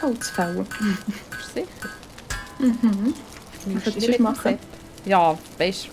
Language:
Swiss German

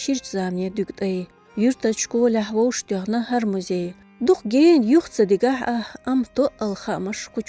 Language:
Chechen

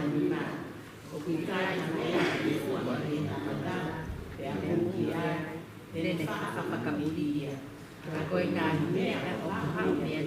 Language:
Tongan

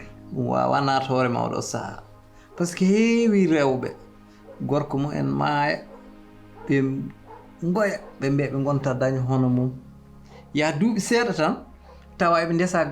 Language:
Fula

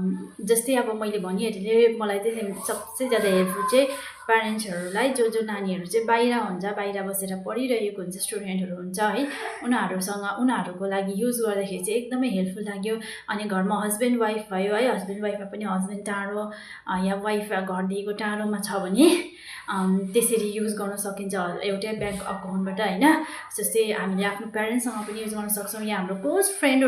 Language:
Nepali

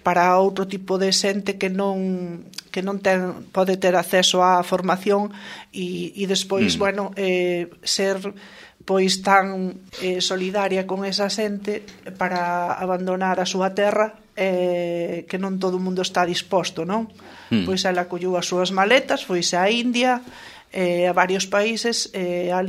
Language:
Galician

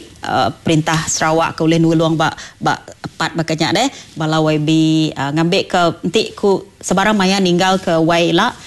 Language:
Iban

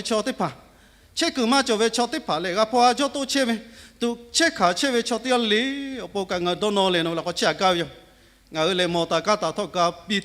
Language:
Lahu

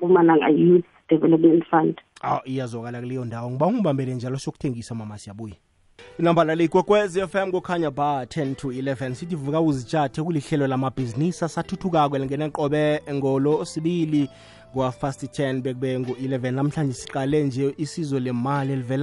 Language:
South Ndebele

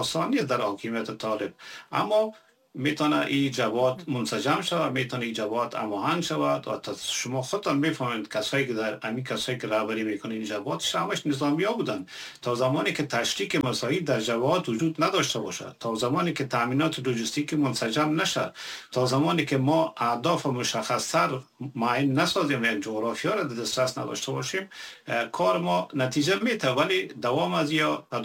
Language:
Persian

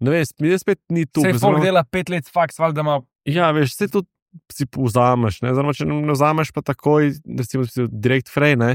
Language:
Slovenian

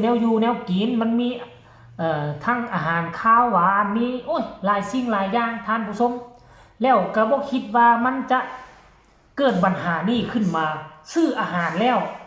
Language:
Northeastern Thai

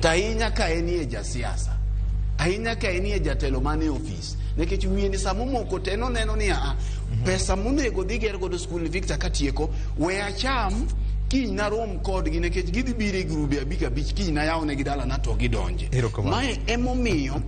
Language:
Luo (Kenya and Tanzania)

